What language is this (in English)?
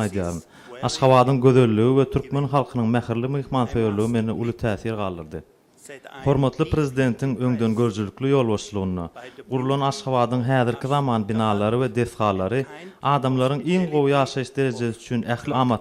Turkmen